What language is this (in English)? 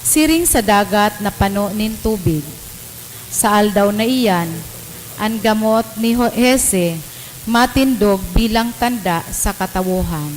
Bikol